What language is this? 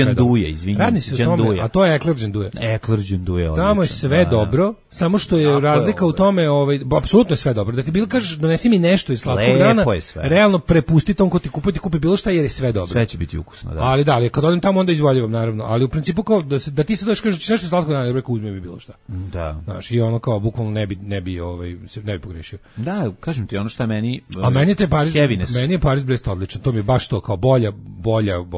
Serbian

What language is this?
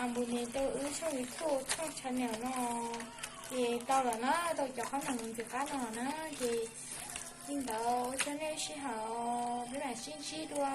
Hmong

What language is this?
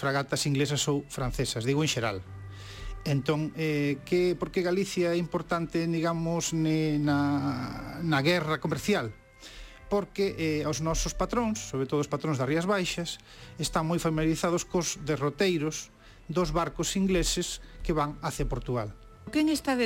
Galician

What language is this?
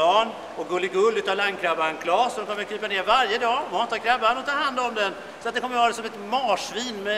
Swedish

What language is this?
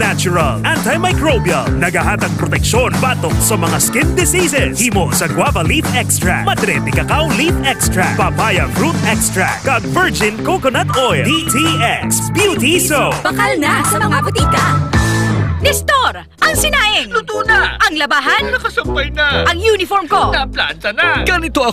Hiligaynon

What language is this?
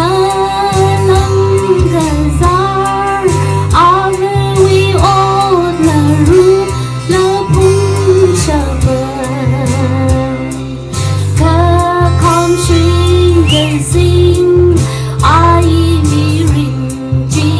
Tangkhul Naga (India)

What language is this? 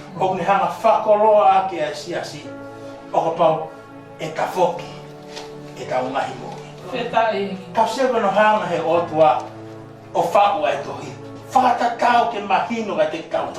Tongan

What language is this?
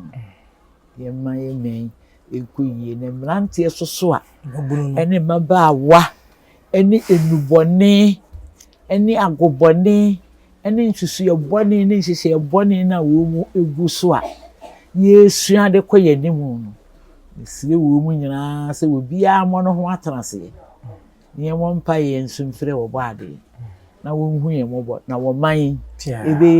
Akan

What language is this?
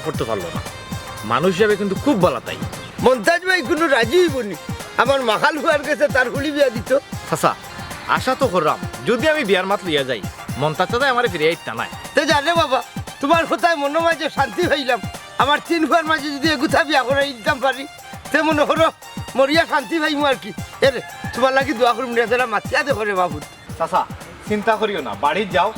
Sylheti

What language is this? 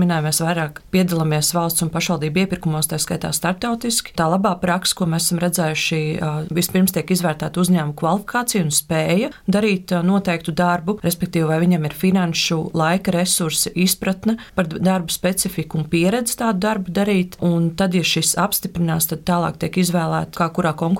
Latvian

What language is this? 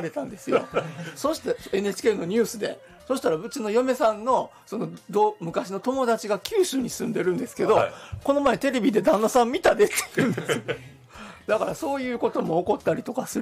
Japanese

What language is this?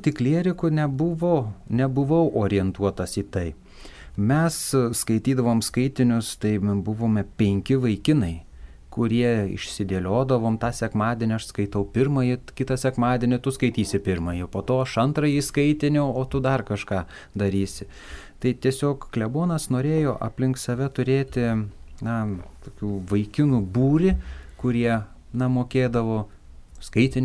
Lithuanian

